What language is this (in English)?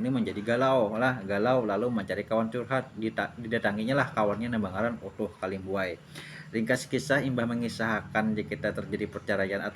Banjar